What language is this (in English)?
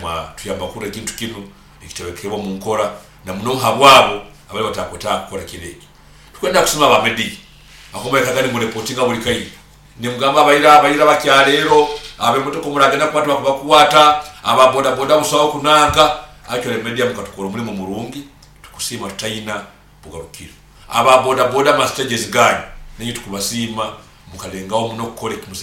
Nyoro